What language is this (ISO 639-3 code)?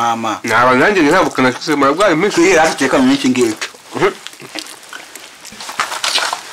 kin